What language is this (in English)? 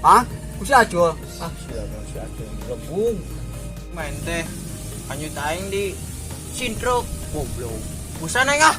Sundanese